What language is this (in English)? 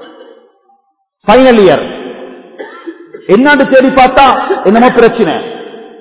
Tamil